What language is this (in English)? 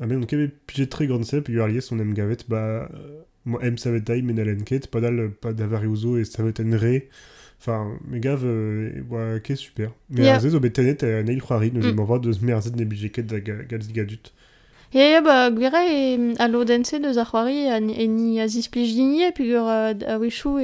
Breton